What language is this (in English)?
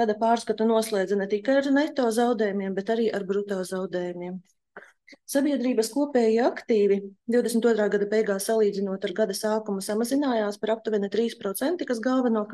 Latvian